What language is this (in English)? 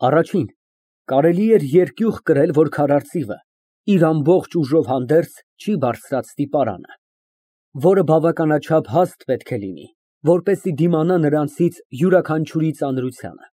Armenian